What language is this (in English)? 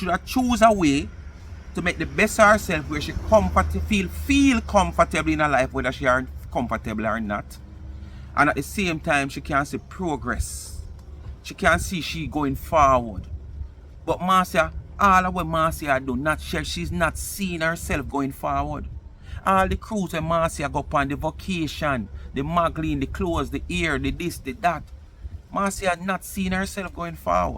Jamaican Creole English